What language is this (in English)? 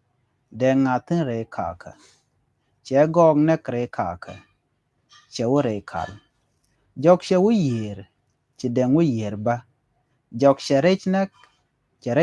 Nuer